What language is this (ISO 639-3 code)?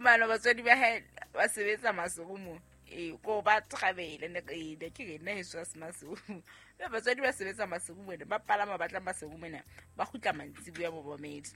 sot